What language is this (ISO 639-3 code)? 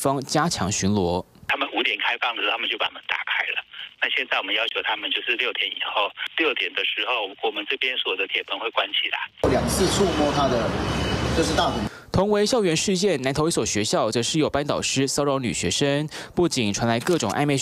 zho